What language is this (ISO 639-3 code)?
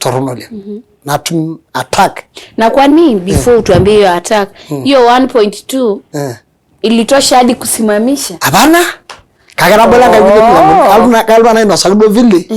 mas